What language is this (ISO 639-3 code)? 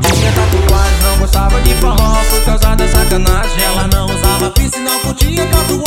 por